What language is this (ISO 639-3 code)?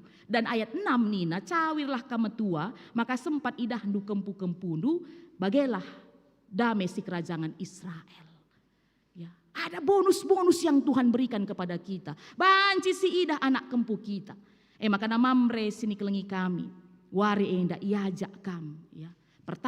btx